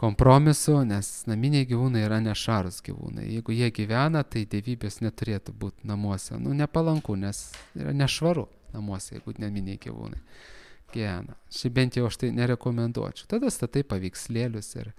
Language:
Lithuanian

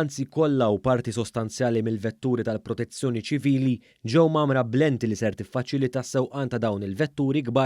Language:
Maltese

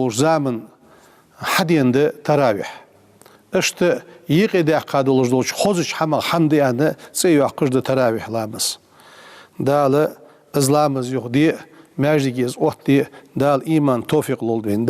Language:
Ingush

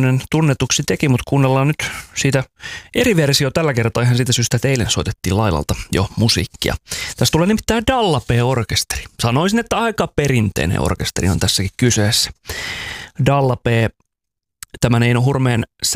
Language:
Finnish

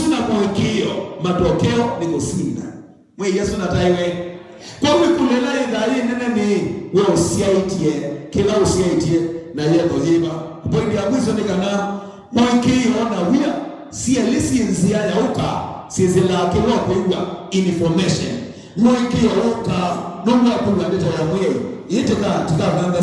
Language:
Kamba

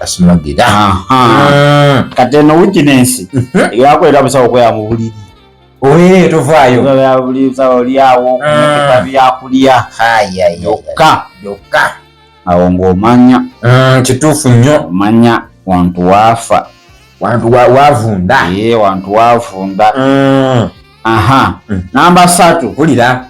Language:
Ganda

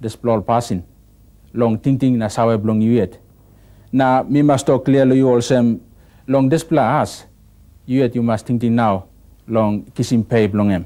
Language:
Tok Pisin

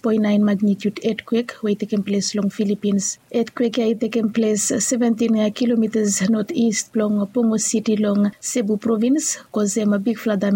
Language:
Bislama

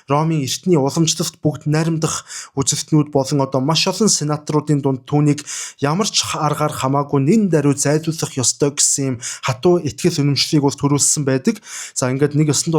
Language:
Mongolian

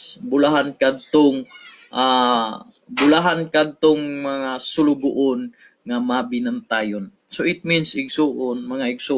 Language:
Cebuano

